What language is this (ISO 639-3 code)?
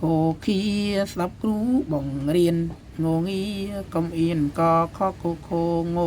khm